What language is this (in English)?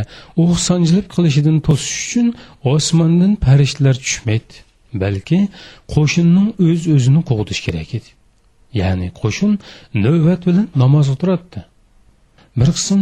Uyghur